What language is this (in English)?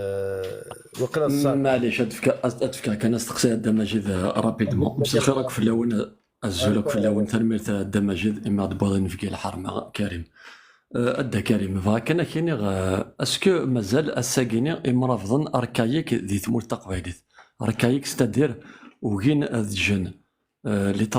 Kabyle